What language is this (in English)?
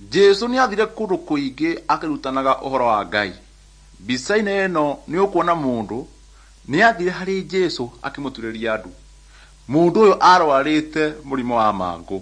Kikuyu